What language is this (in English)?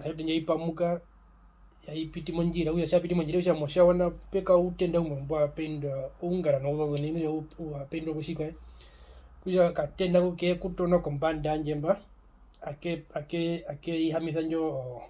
Herero